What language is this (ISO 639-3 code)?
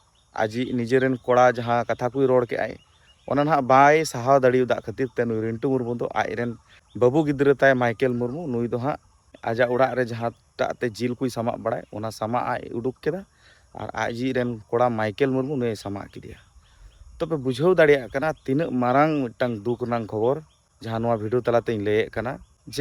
sat